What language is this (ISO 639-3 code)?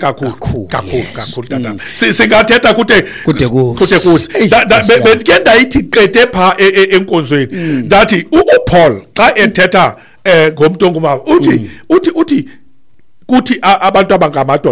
xho